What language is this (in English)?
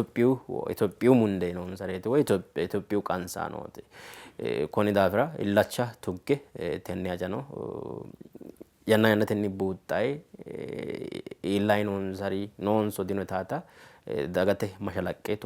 Sidamo